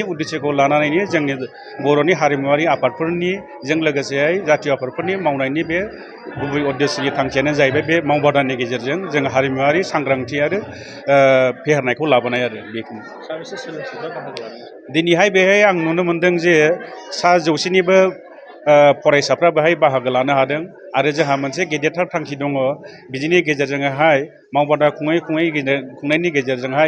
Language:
Bodo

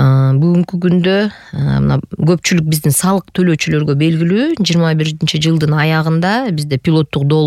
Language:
Kyrgyz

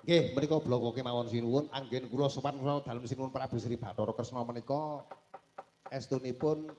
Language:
Javanese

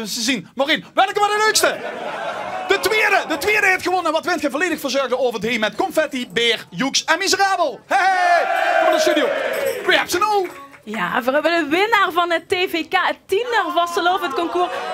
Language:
Limburgish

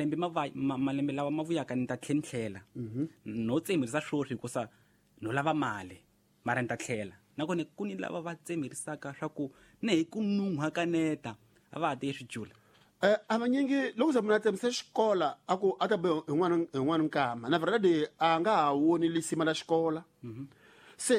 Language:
Tsonga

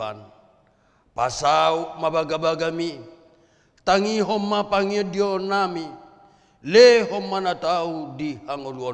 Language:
Batak Toba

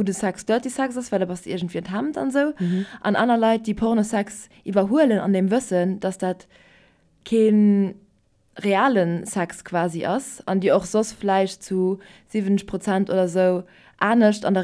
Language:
Luxembourgish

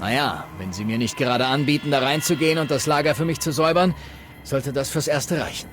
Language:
Bavarian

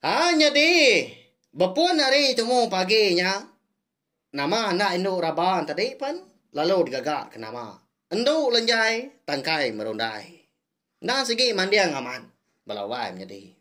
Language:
Iban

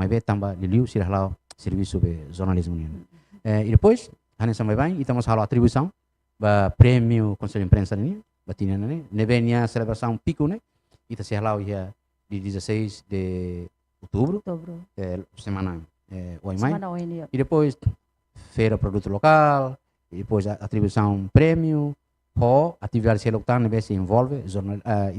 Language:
Tetum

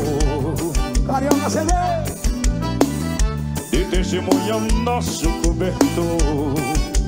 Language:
Portuguese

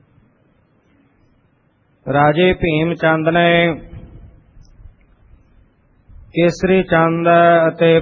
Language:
Punjabi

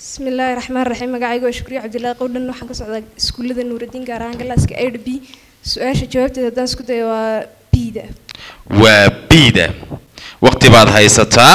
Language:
Somali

